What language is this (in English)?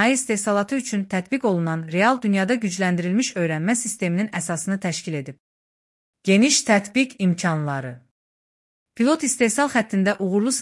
Azerbaijani